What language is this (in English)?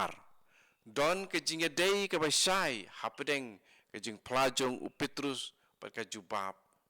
Khasi